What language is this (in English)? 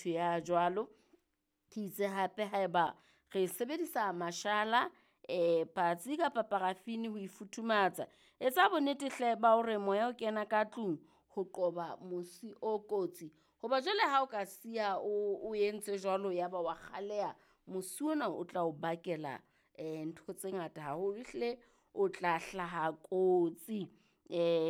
Southern Sotho